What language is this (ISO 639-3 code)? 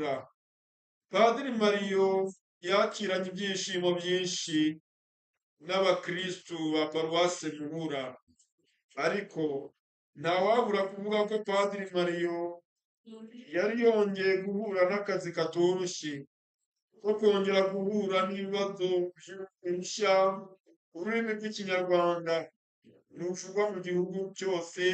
kin